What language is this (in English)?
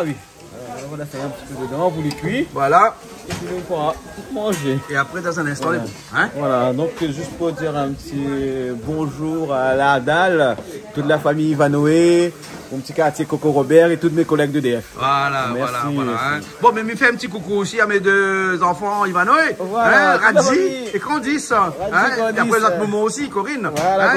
Réunion Creole French